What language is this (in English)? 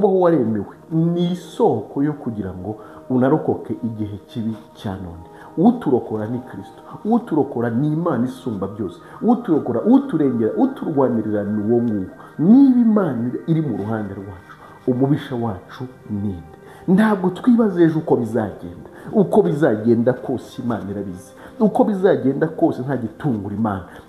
Kinyarwanda